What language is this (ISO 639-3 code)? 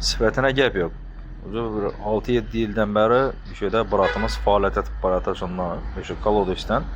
uzb